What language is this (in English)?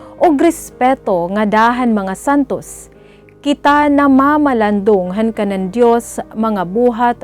Waray